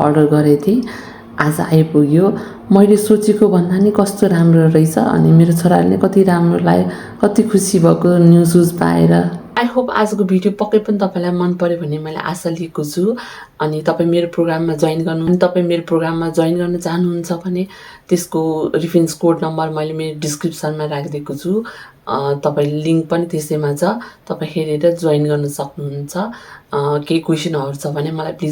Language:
Nepali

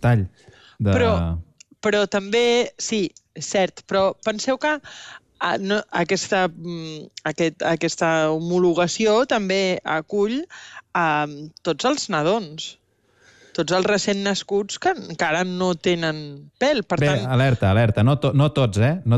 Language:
Catalan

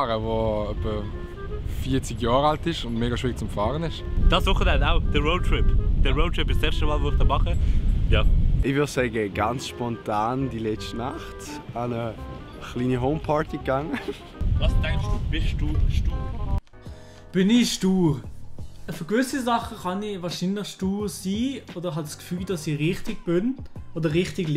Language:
Swiss German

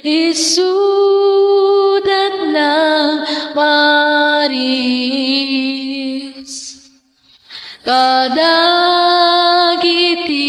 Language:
Iloko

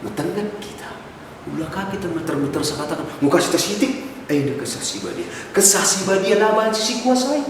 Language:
Batak Karo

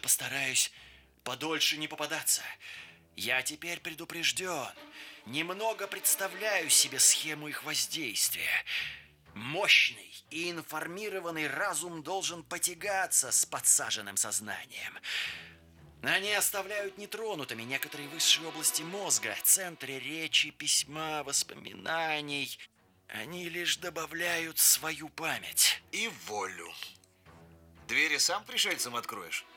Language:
Russian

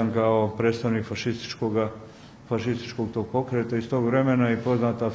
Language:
Bosnian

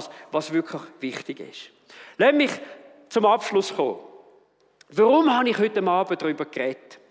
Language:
Swiss German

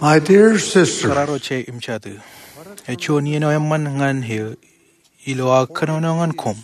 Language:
Marshallese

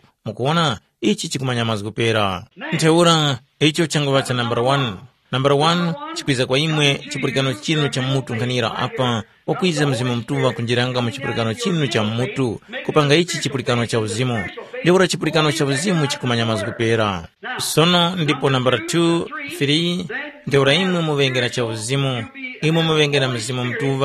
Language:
Tumbuka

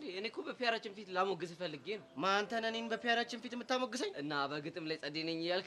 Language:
Amharic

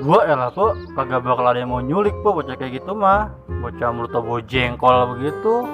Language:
Betawi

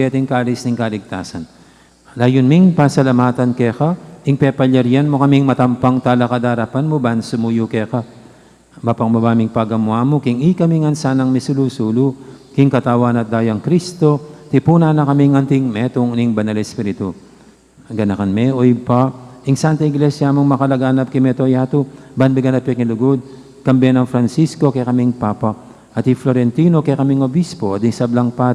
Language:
Pampanga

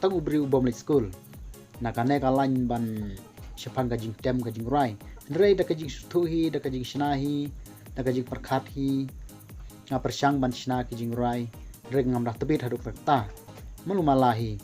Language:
Khasi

